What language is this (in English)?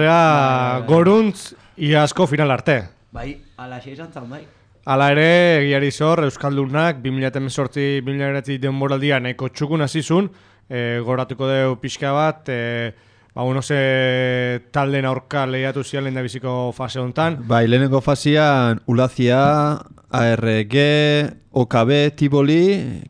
Basque